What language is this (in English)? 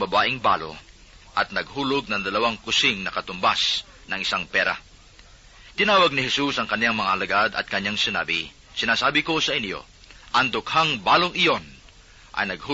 Filipino